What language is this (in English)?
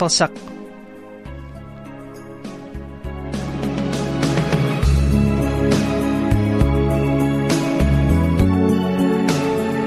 Kazakh